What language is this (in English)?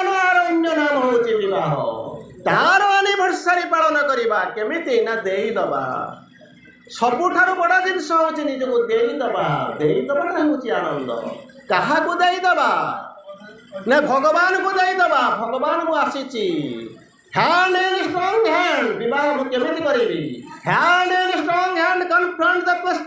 Odia